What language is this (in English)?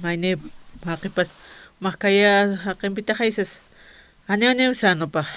Aymara